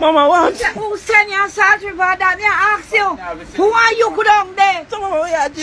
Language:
Jamaican Creole English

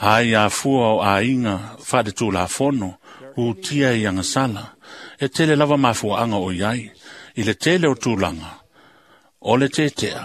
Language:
Samoan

